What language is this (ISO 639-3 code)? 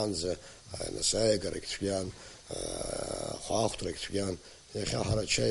abk